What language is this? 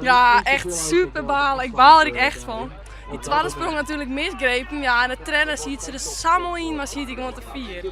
Western Frisian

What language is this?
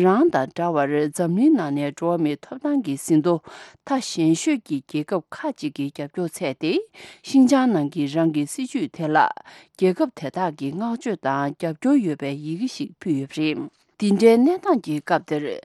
Tibetan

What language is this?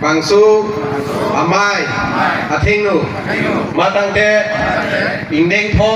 Karbi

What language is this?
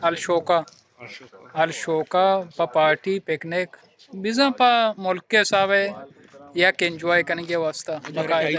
Baluchi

